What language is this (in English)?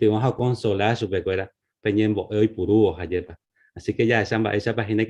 Guarani